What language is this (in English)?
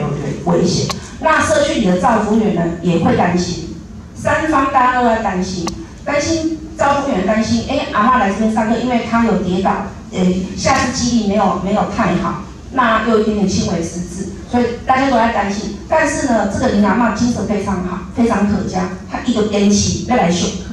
Chinese